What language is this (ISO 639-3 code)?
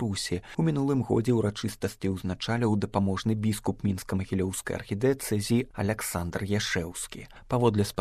bel